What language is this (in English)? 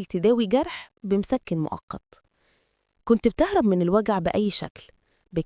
Egyptian Arabic